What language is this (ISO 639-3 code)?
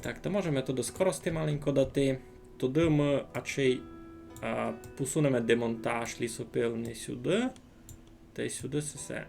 rue